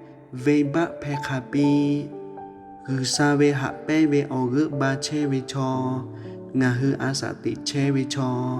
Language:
Lahu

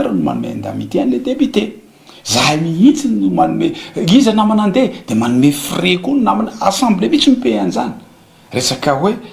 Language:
Malagasy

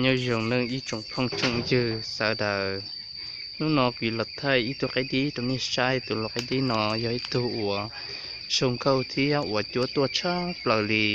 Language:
Hmong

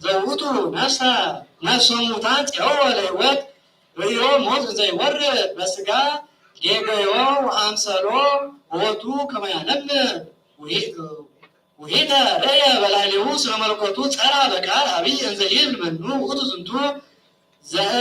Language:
Geez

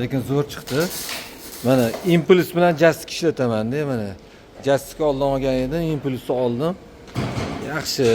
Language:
Uzbek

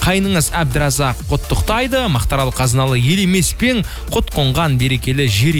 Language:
Kazakh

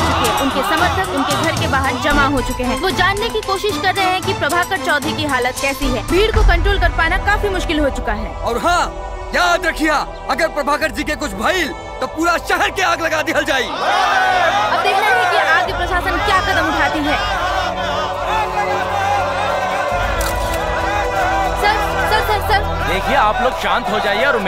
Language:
Bhojpuri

